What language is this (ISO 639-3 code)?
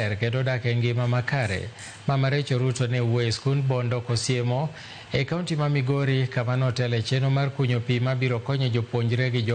luo